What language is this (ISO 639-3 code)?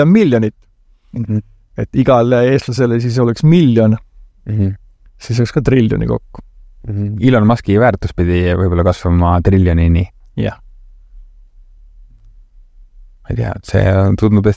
est